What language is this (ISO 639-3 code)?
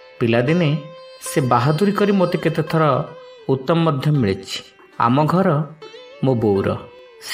ori